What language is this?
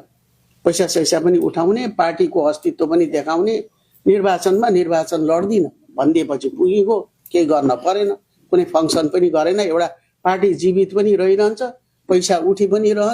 Nepali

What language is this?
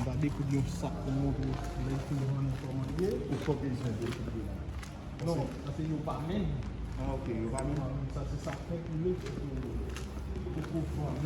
Haitian Creole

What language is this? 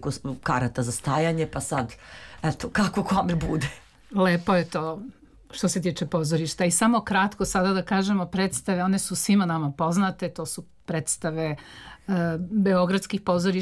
Serbian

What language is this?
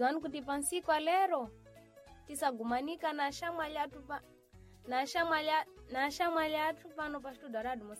Sena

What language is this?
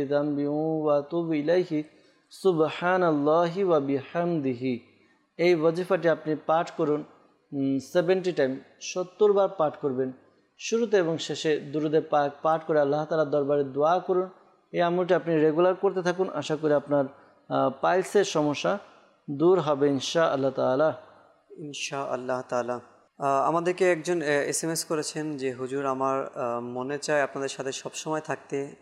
Bangla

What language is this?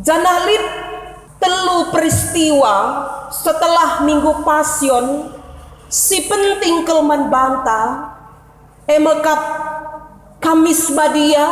Batak Karo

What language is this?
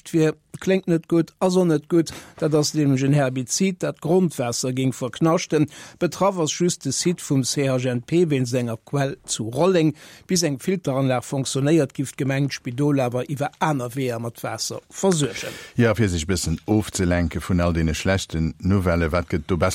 Luxembourgish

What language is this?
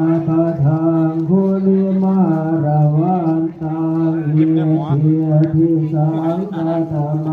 Pali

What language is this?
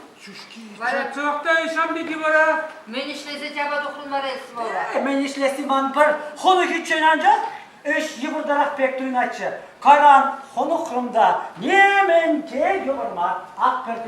Chuvash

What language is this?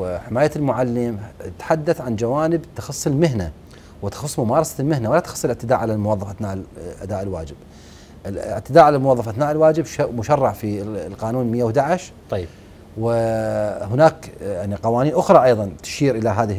Mesopotamian Arabic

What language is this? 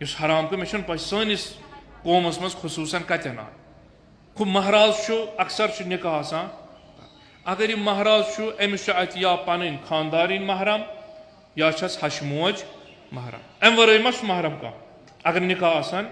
Kashmiri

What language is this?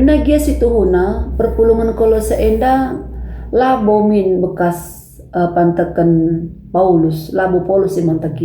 Batak Karo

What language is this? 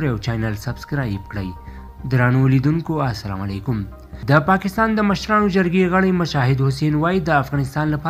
Pashto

